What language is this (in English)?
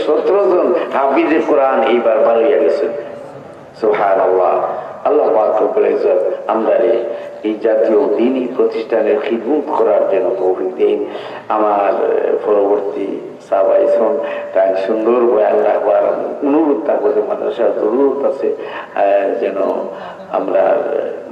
Sylheti